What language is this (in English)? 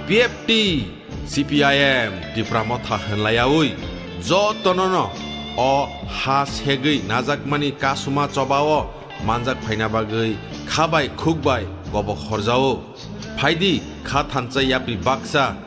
Kok Borok